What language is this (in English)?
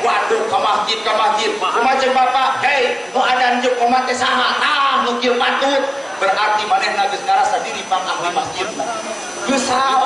Sundanese